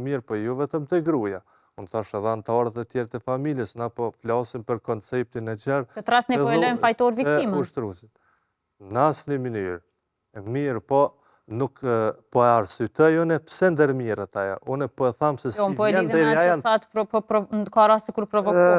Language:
Albanian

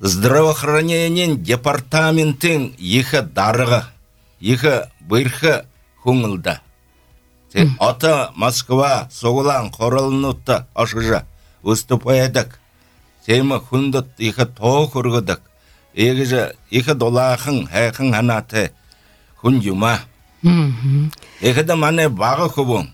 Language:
Belarusian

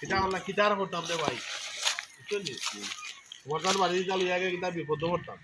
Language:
Sylheti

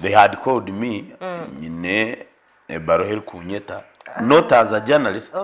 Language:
Nyankole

